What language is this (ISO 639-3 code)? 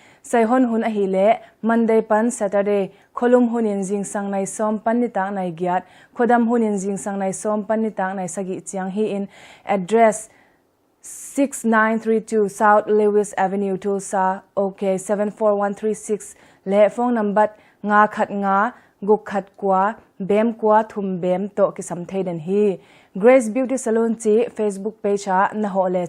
ctd